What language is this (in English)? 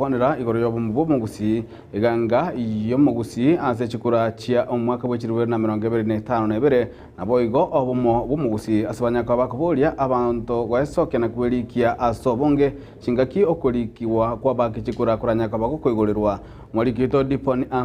Gusii